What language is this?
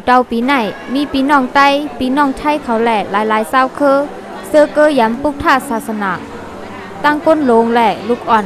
Shan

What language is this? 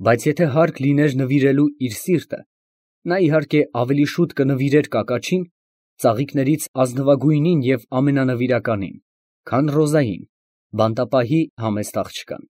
Armenian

